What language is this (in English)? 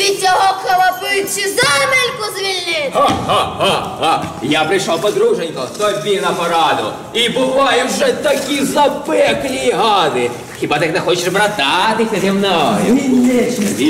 Ukrainian